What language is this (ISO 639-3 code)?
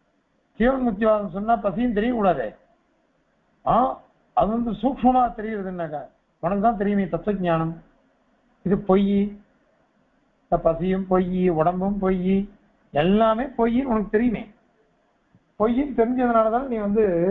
tam